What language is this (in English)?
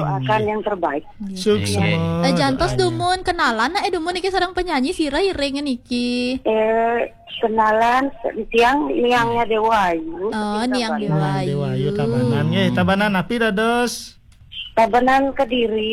Balinese